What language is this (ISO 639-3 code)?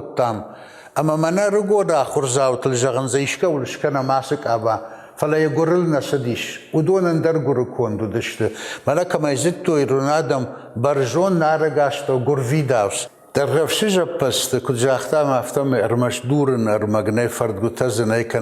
oss